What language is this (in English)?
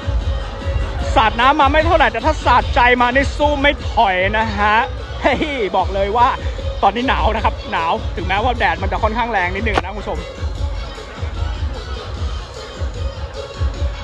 Thai